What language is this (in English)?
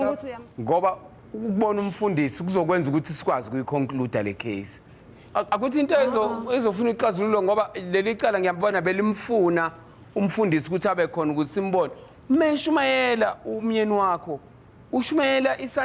Zulu